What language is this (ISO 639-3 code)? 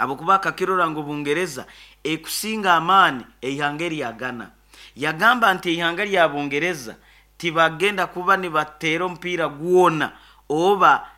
nyo